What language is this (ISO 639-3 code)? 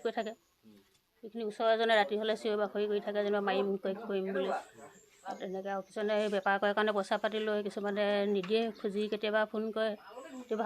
asm